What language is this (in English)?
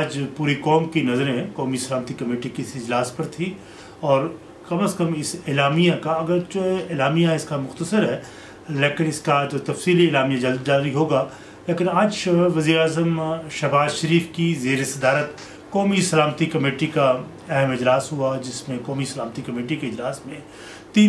Urdu